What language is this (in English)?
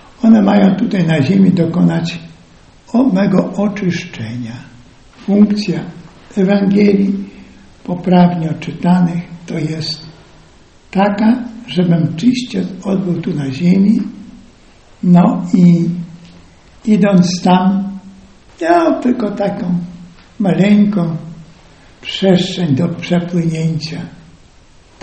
Polish